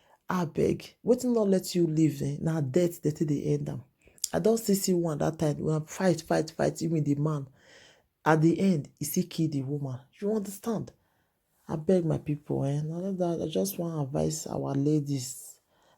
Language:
Nigerian Pidgin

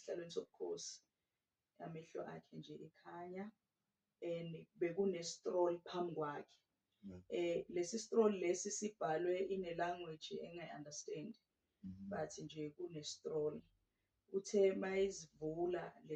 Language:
Zulu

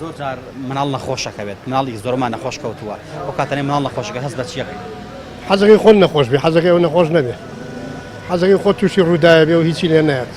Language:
Central Kurdish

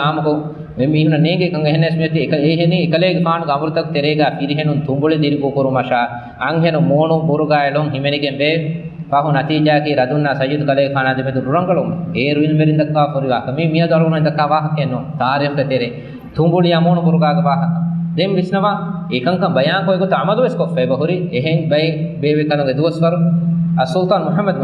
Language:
Divehi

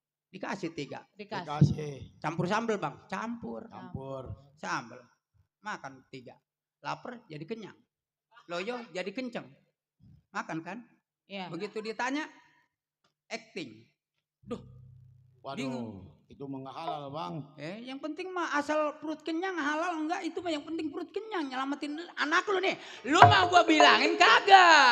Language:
Betawi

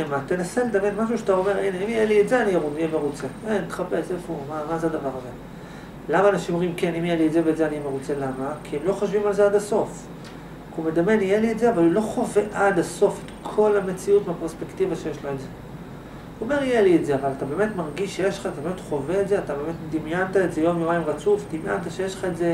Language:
Hebrew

